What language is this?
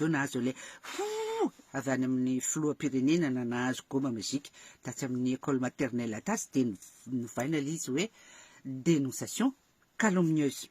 Malagasy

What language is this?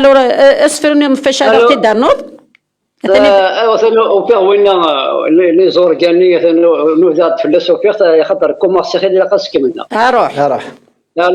Kabyle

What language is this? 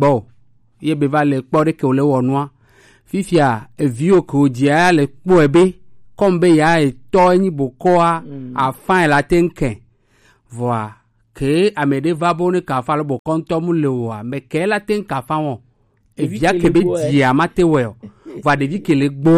Gen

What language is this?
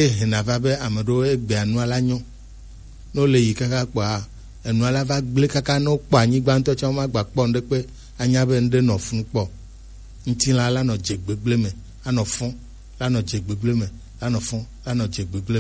Gen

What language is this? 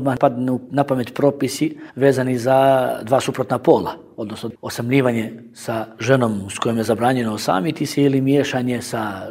Bosnian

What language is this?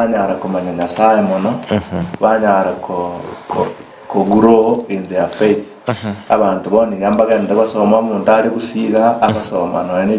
Gusii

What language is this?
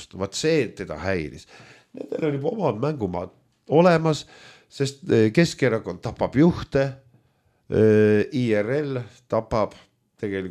Estonian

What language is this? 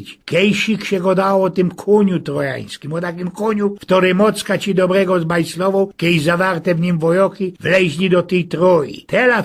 Silesian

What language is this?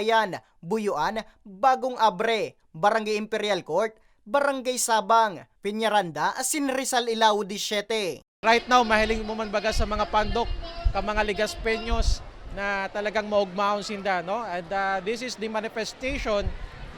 Bikol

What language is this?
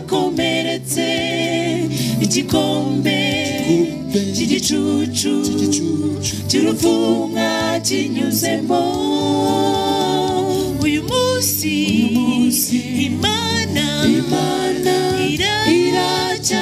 Kinyarwanda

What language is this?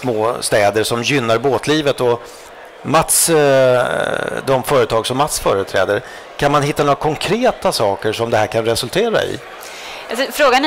Swedish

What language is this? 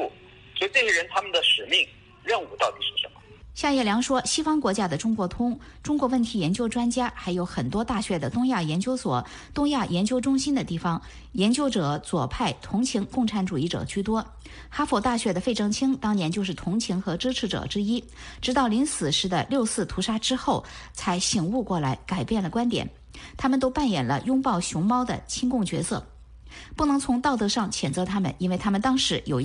Chinese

